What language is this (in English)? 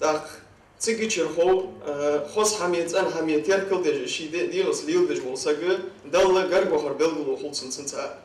Ingush